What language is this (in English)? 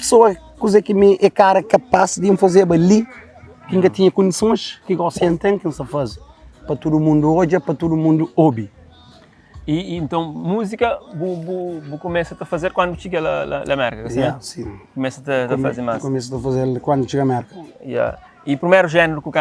Kabuverdianu